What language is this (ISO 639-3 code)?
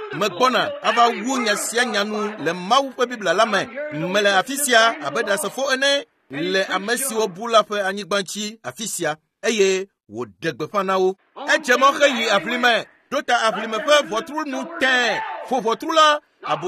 ewe